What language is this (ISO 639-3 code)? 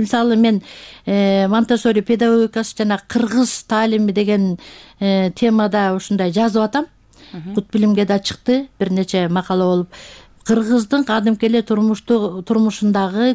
kir